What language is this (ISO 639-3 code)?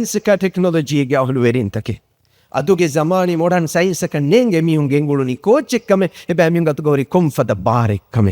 div